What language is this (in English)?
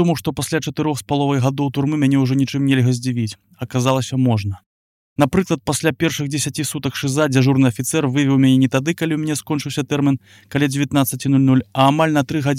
Belarusian